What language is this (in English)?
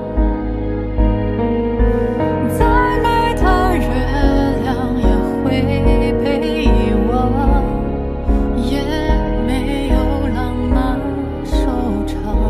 Chinese